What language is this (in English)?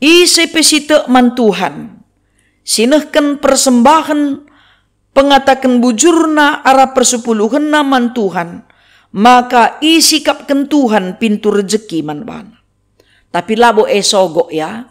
Batak Karo